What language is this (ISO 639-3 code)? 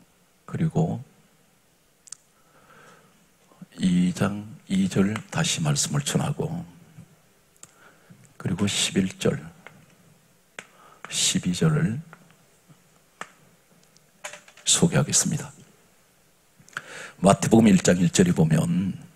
kor